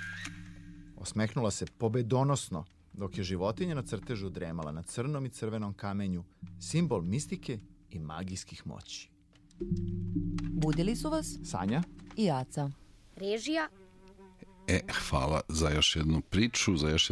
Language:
Serbian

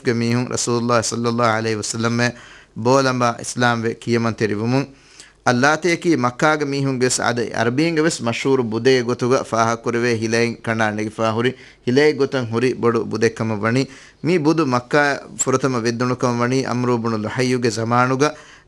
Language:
Divehi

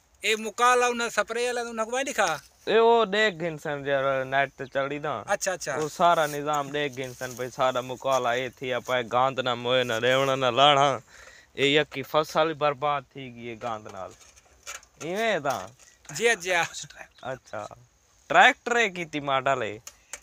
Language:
Saraiki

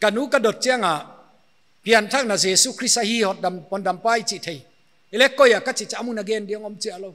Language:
Paite Chin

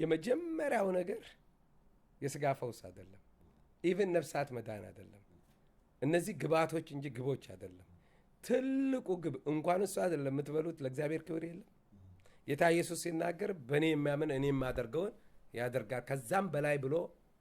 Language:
Amharic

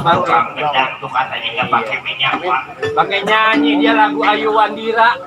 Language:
Betawi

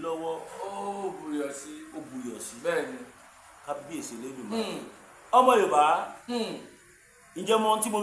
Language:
Yoruba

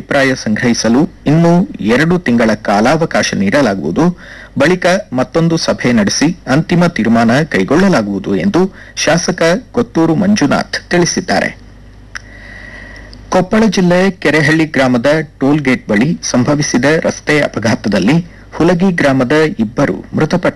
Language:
Kannada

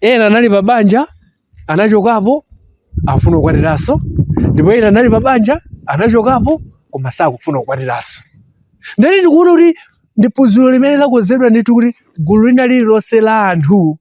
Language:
Nyanja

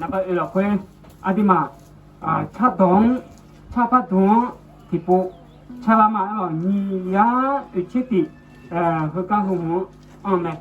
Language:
Akha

